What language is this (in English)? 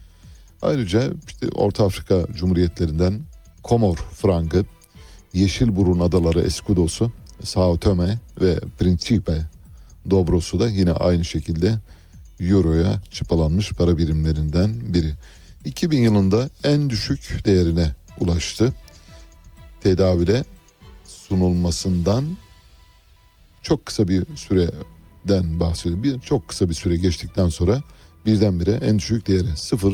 Turkish